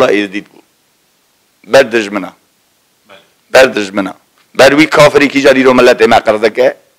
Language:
Kurdish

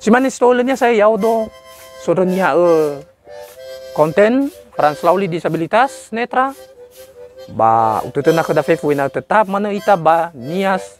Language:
Nias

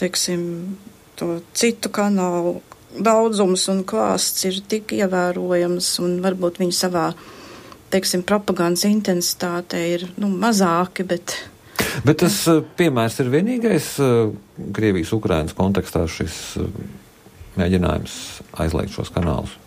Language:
Latvian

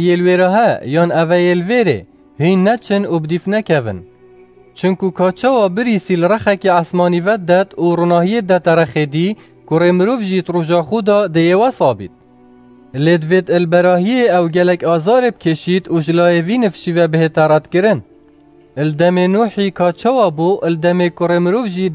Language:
Kurdish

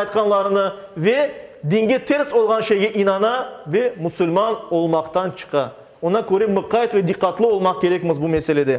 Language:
Crimean Tatar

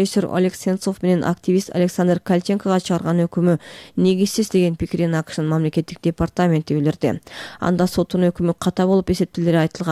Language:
Kyrgyz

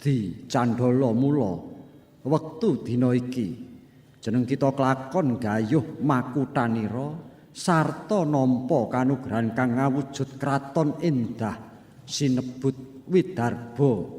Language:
Javanese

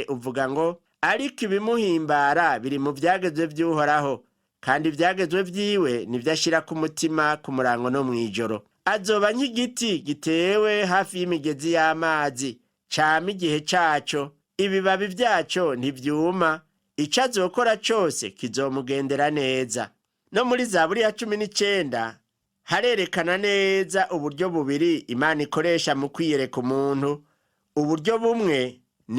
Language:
Rundi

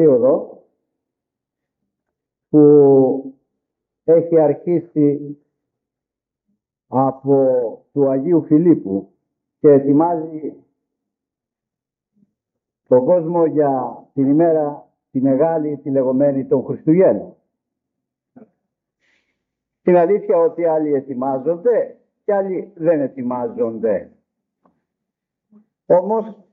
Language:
Greek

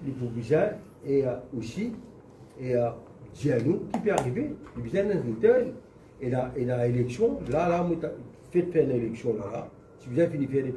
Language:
Morisyen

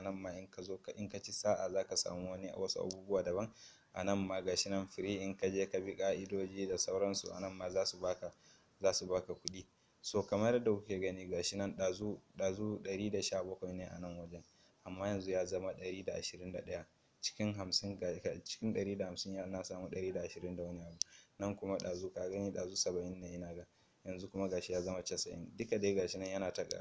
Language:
Hausa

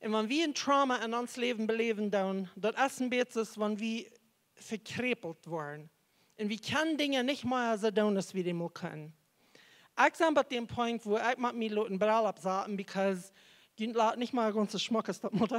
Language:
Plautdietsch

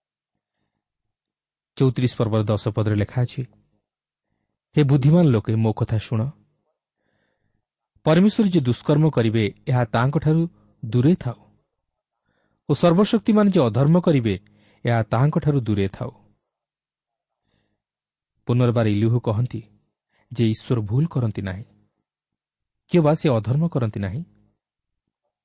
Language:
Odia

